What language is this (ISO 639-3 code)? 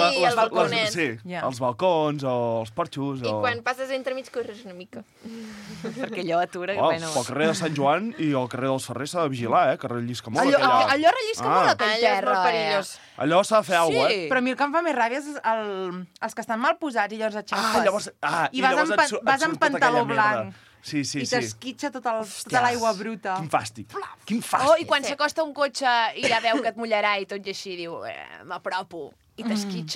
cat